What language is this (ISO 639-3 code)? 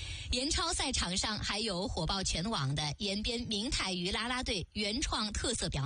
zho